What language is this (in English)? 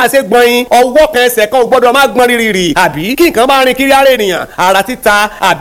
Yoruba